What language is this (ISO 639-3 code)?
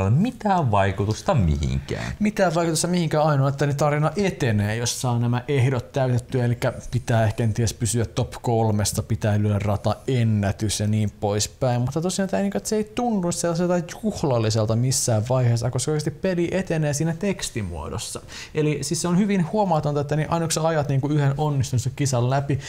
fin